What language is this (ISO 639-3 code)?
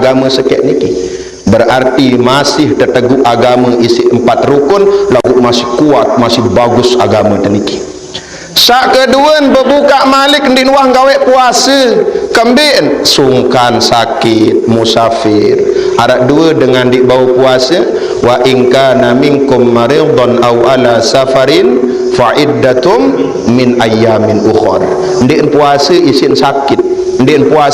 sas